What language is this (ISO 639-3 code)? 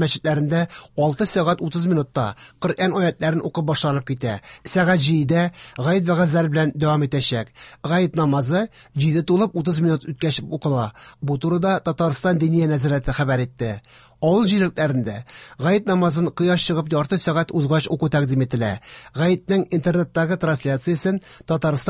tat